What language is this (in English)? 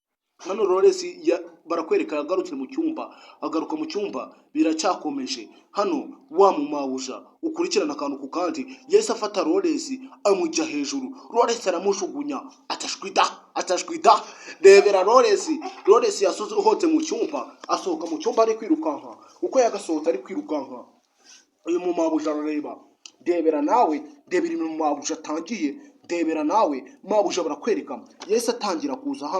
Kinyarwanda